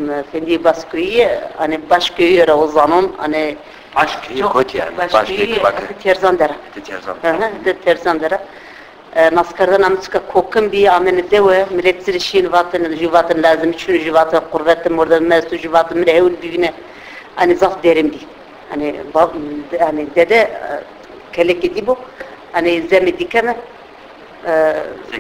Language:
Zaza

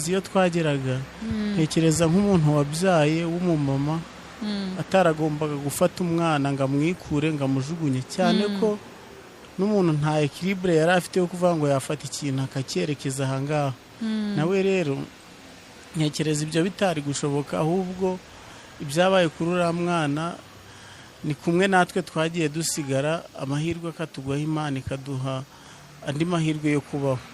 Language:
Kinyarwanda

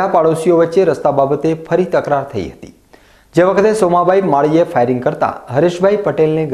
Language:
Gujarati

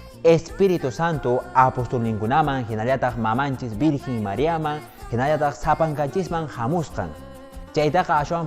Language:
Quechua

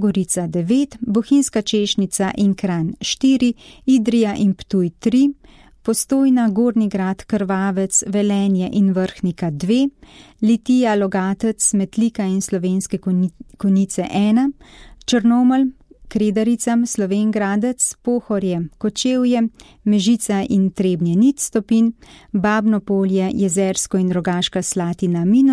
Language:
Slovenian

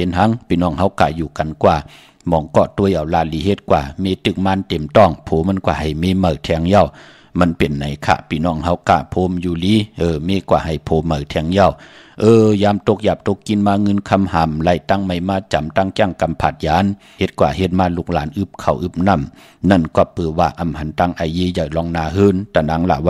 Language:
Shan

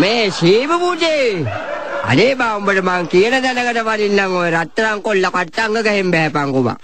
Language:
Sinhala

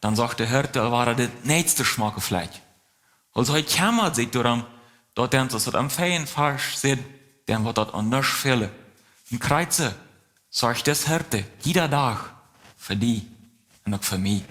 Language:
Plautdietsch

